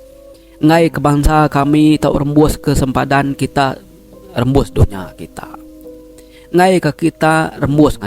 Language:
Iban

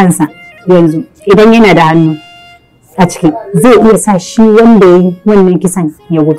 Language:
Hausa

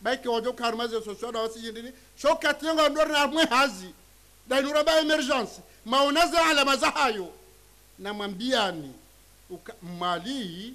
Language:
Ngazidja Comorian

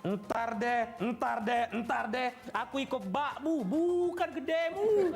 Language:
Musi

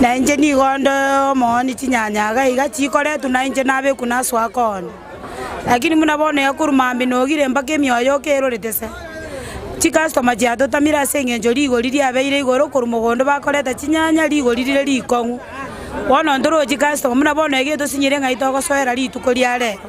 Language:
Gusii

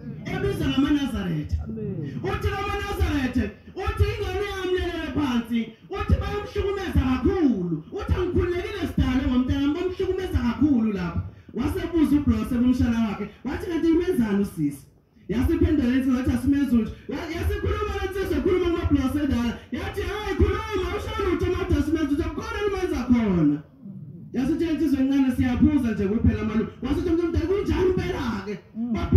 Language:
Zulu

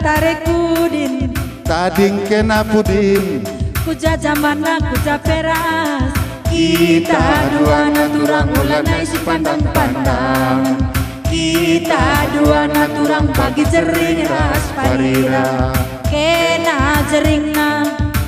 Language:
Batak Karo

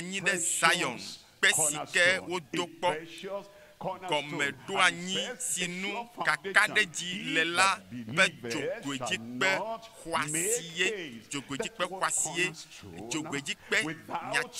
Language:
Ewe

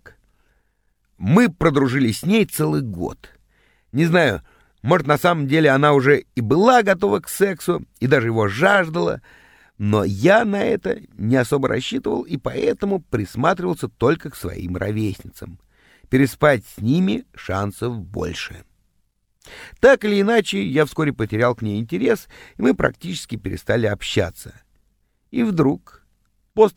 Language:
Russian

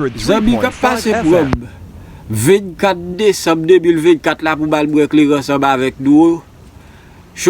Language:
Haitian Creole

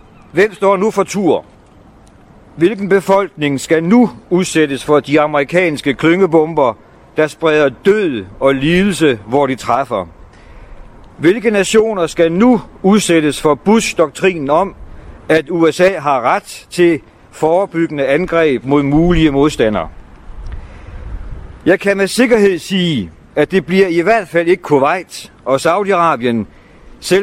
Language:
Danish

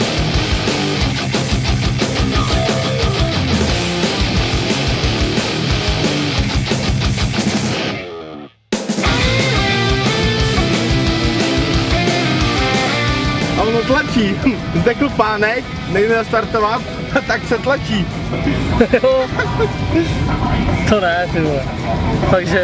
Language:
Czech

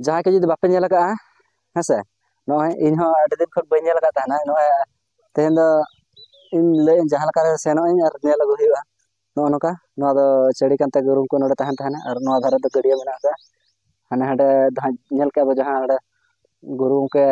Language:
Santali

